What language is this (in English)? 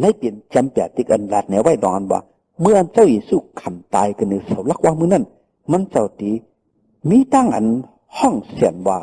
Shan